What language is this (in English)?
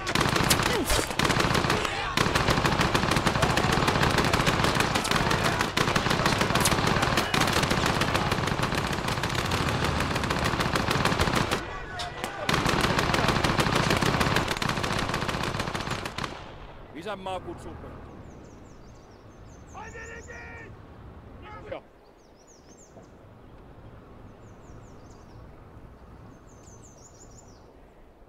Finnish